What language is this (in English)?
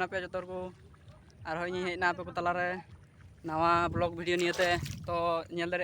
Santali